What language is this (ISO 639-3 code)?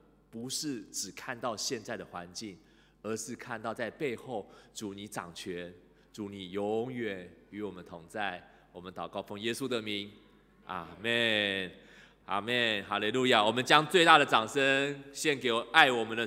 zho